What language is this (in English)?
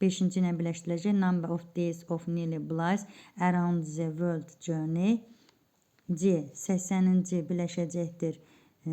Azerbaijani